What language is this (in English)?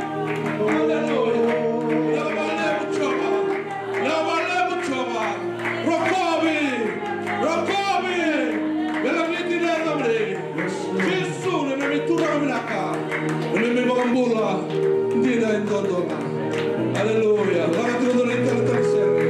Fijian